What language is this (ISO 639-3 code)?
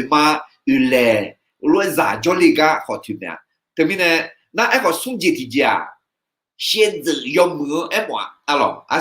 ahk